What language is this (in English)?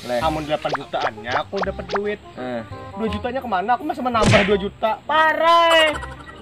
Banjar